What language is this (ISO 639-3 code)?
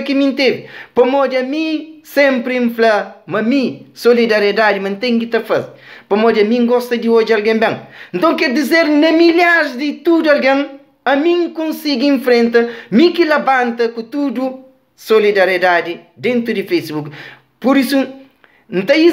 kea